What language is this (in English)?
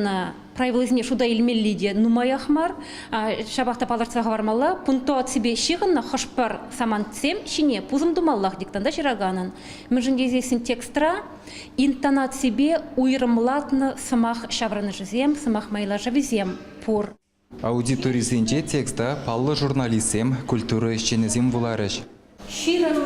Chuvash